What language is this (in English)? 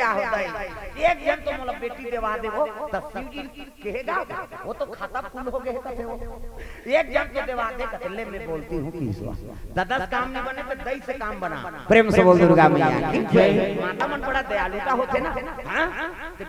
Chhattisgarhi